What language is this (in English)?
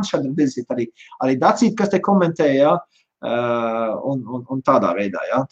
Latvian